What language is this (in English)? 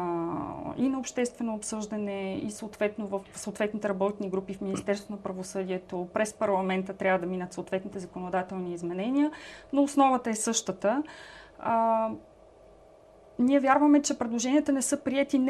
Bulgarian